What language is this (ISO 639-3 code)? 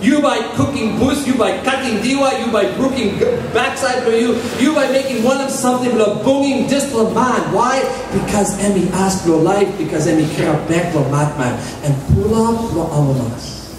tpi